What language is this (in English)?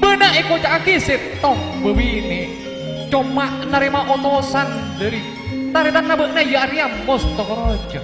Madurese